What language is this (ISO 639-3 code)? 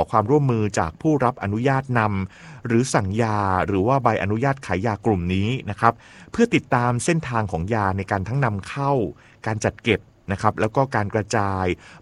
tha